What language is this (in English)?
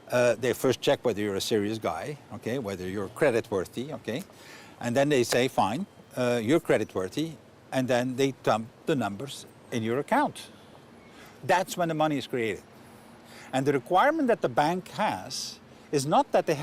Romansh